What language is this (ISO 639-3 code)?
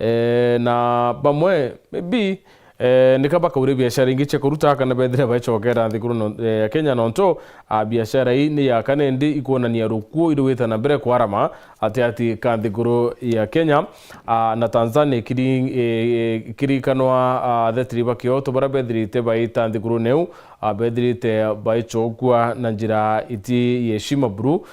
mer